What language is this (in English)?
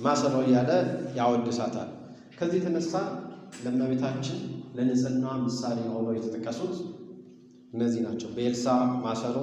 Amharic